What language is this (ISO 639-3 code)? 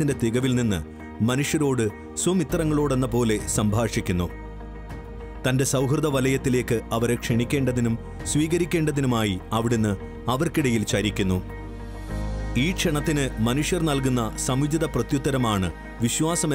mal